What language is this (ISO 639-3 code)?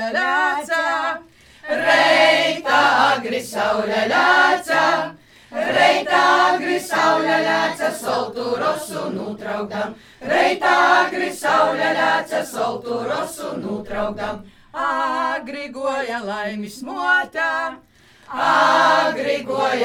lav